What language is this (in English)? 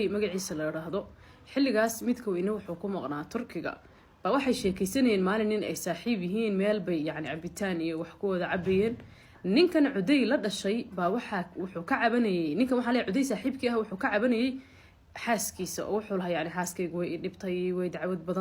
Somali